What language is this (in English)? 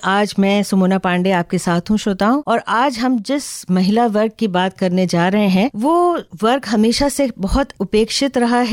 Hindi